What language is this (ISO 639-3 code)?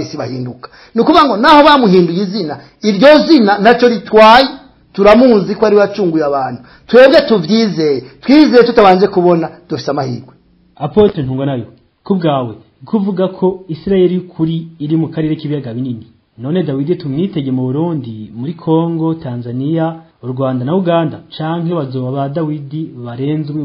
run